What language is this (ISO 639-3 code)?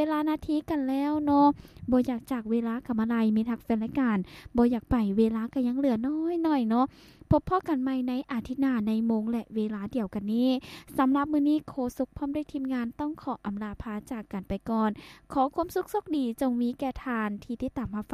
lao